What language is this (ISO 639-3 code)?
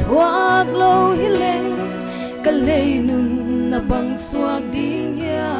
pck